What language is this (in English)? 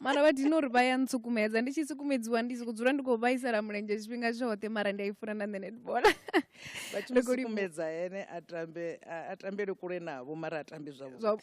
Venda